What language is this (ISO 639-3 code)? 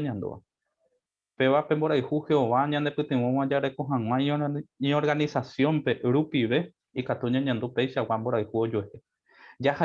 grn